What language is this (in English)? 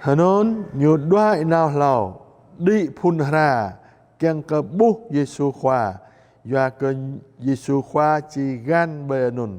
Jarai